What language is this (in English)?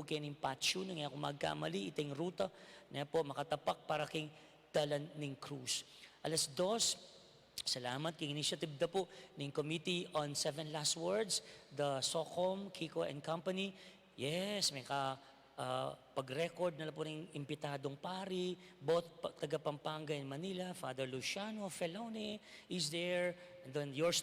Pampanga